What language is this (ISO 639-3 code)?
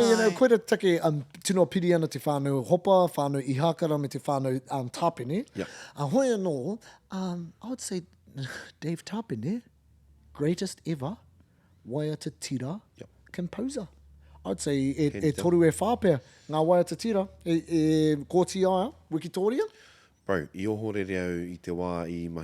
mri